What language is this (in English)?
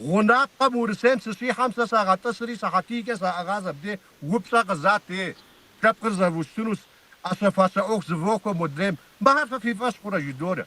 Kabardian